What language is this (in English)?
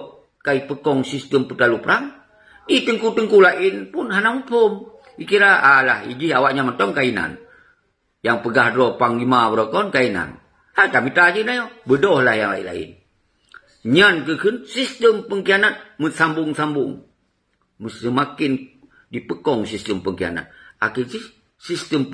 Achinese